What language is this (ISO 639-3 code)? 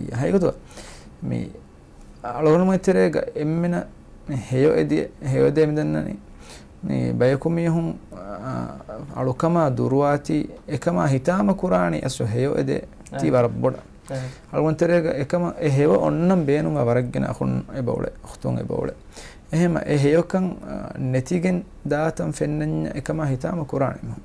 div